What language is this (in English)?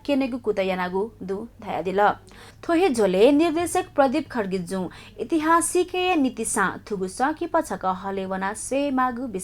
Newari